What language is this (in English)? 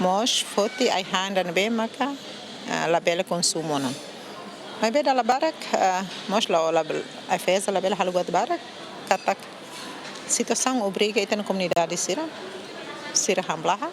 Tetum